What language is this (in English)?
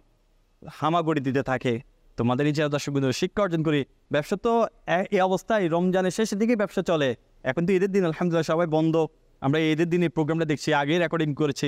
Bangla